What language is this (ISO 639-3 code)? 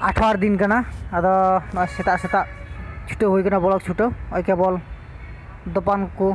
sat